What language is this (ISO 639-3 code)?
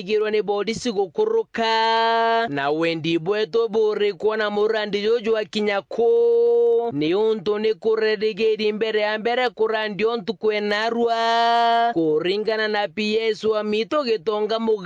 mer